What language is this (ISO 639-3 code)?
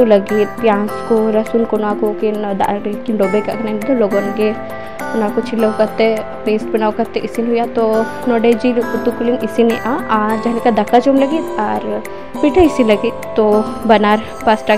sat